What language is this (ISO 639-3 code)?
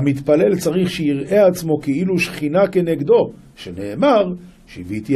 heb